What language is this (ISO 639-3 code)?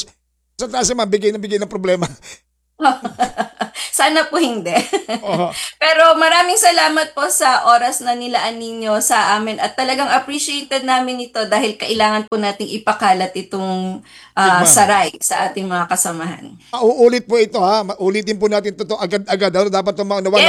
fil